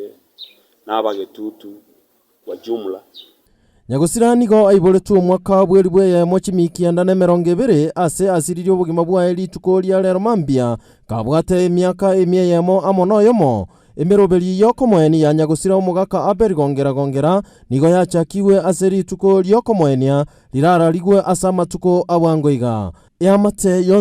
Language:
Gusii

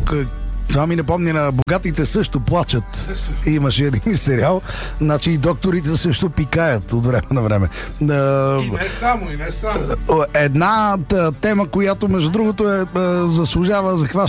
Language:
Bulgarian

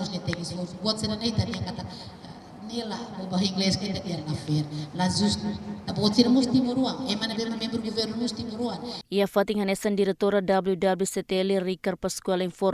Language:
Tetum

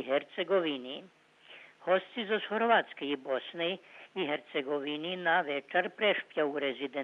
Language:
Rusyn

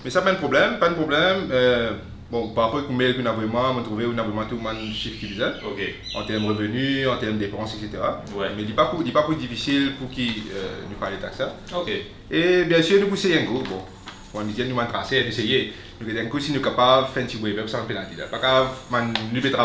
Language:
Morisyen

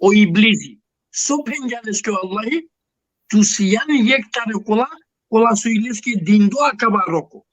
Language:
Balkan Romani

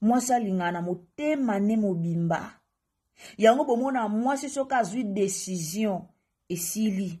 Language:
Lingala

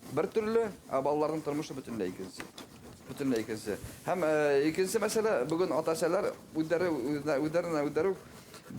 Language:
Bashkir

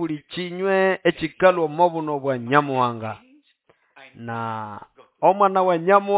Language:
Nande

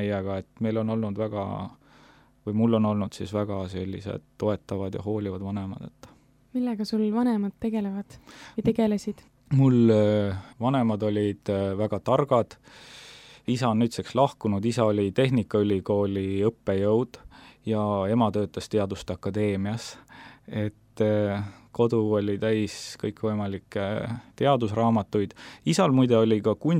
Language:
Estonian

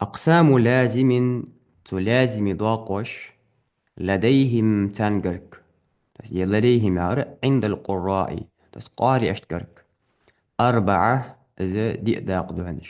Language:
Ingush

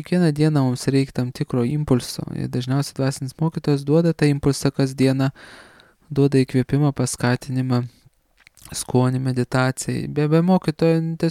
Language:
Lithuanian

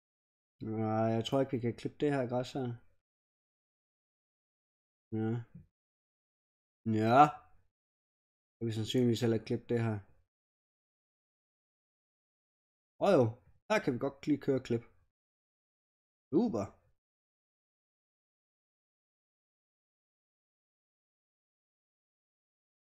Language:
Danish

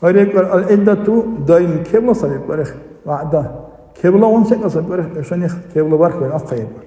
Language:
Dargwa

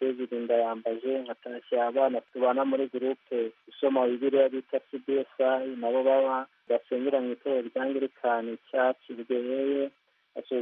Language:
Kinyarwanda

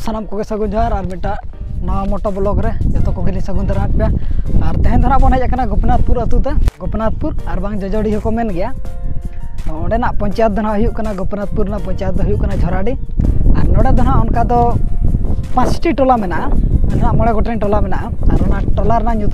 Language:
Santali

